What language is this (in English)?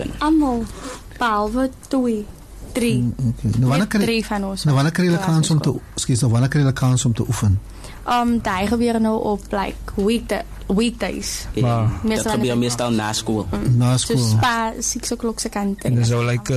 Afrikaans